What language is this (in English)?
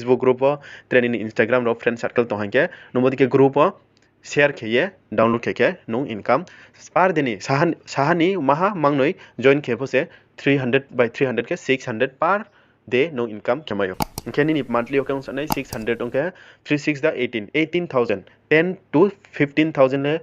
Riang (India)